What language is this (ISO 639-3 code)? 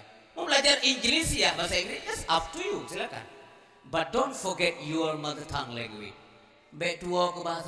ace